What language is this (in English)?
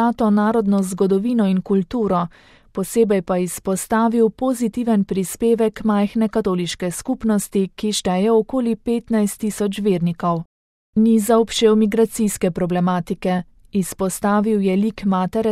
Slovenian